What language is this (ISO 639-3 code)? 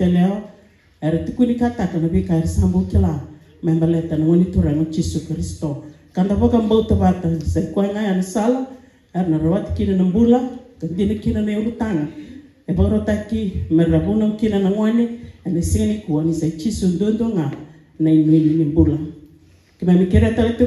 fij